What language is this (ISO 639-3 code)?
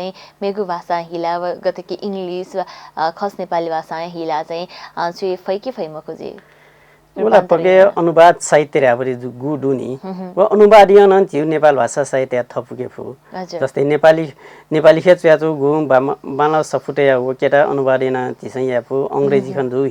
new